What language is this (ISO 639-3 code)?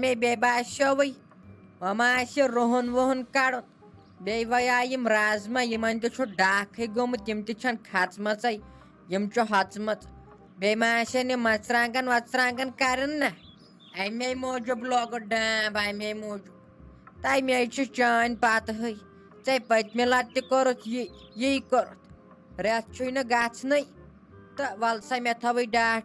kas